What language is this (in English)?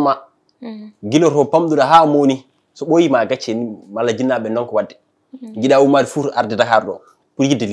Fula